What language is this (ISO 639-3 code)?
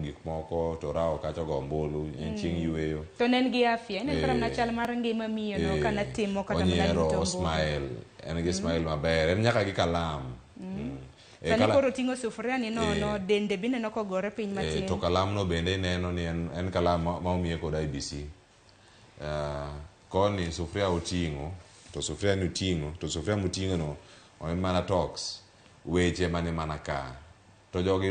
luo